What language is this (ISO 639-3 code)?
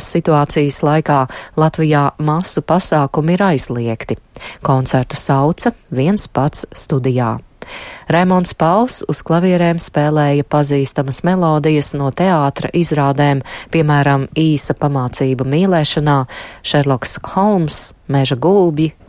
lav